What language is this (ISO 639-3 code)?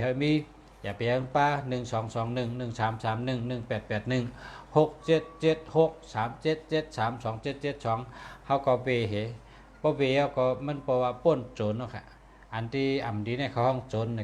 shn